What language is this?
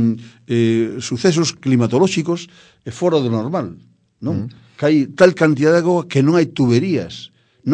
Galician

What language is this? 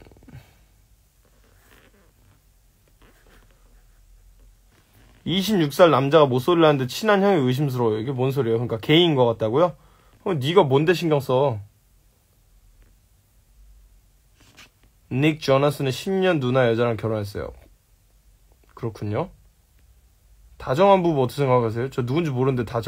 Korean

